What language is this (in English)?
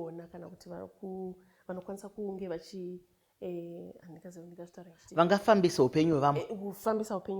Shona